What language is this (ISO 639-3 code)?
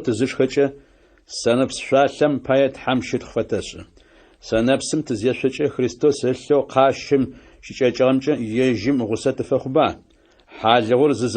ady